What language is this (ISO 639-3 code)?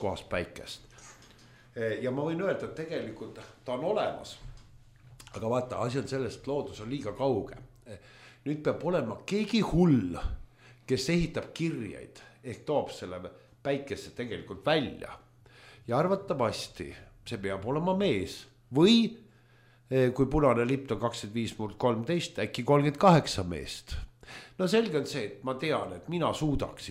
est